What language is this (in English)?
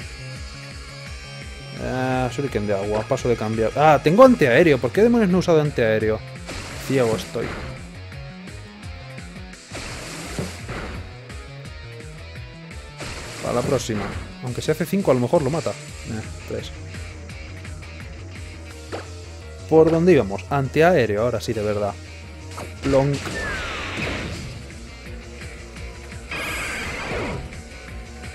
Spanish